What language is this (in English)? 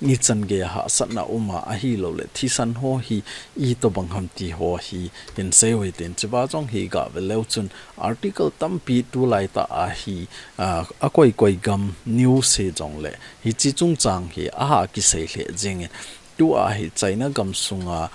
Thado Chin